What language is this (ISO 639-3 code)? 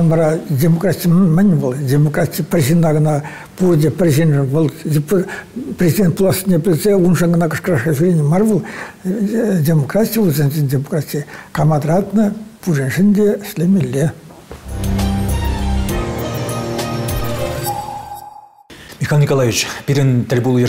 chv